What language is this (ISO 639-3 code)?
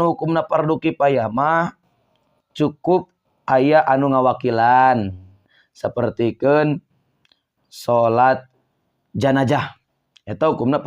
sun